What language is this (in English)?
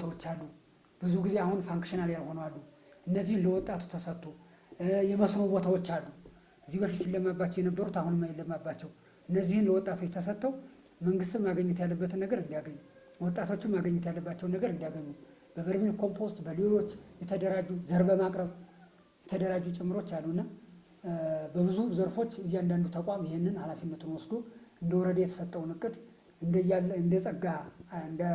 Amharic